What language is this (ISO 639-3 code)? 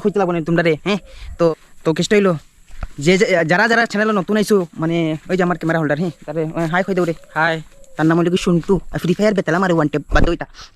syl